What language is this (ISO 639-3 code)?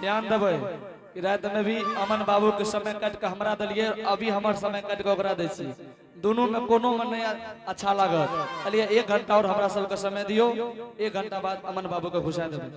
anp